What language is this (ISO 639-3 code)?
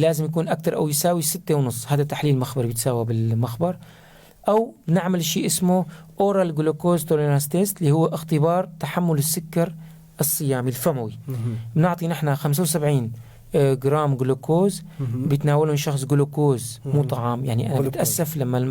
apc